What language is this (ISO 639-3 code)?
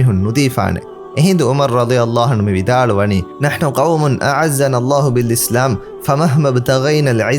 div